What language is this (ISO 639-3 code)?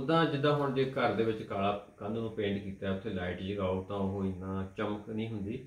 pan